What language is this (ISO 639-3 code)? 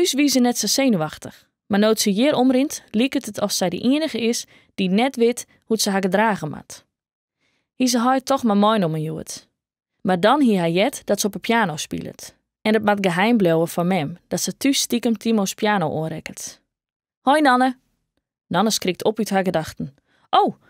fry